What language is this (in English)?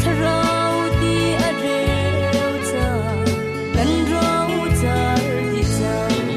Hakha Chin